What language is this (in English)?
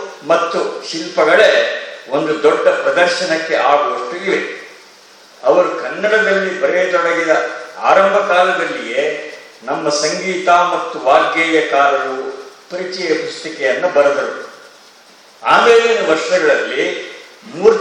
Kannada